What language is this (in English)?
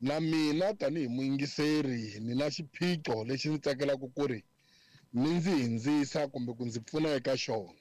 Tsonga